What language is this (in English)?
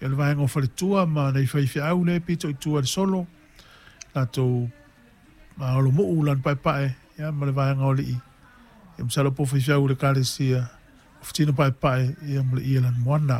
Samoan